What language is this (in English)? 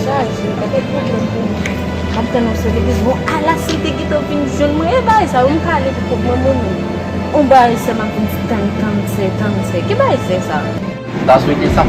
Haitian Creole